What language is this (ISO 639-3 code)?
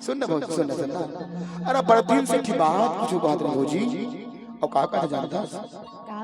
hne